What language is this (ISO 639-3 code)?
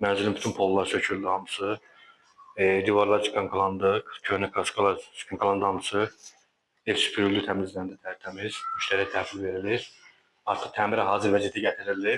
aze